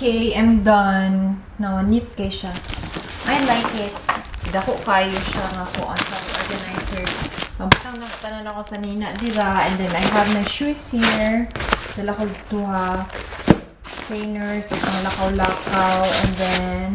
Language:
Cebuano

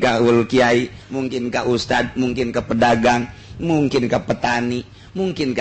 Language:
Sundanese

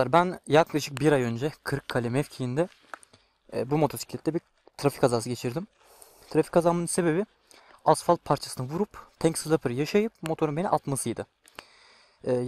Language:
Turkish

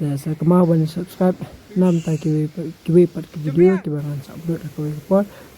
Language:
Khasi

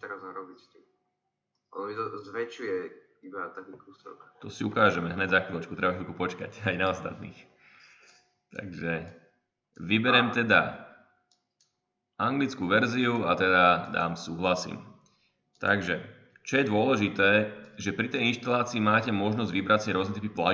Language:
Slovak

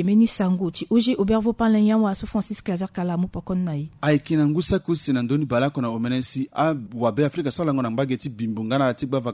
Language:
Sango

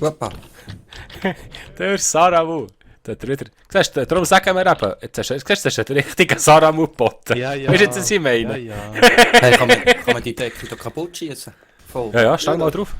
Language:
Swiss German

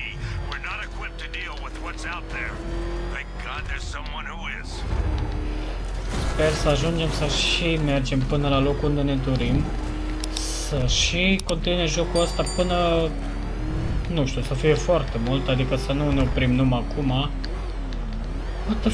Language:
Romanian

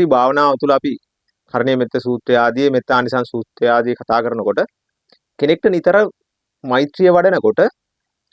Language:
Sinhala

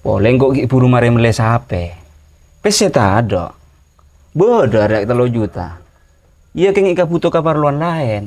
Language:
Madurese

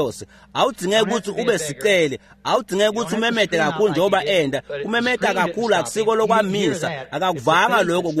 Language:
Swati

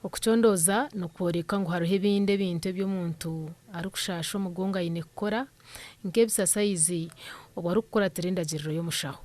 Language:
Nyankole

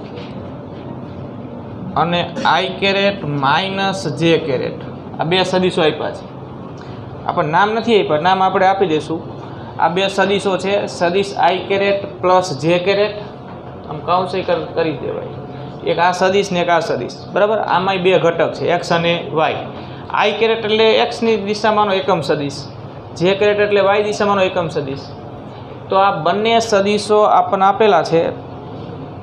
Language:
Gujarati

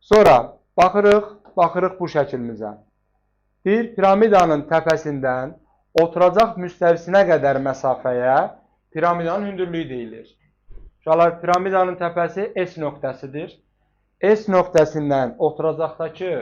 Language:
Azerbaijani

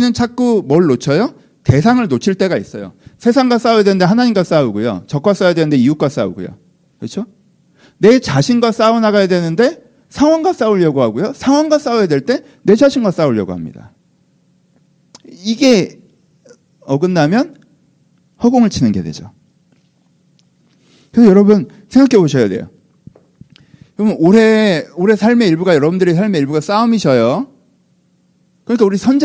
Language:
Korean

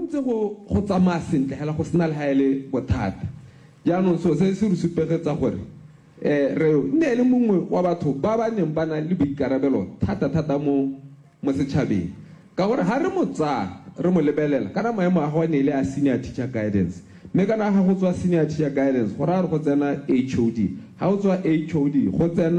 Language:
Tswana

